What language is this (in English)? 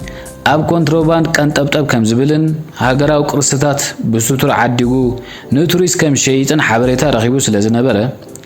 Tigrinya